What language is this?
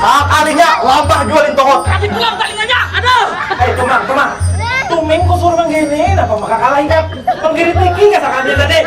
Banjar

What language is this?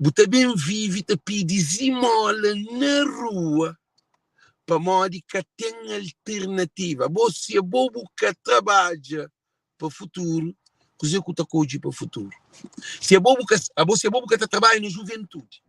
Kabuverdianu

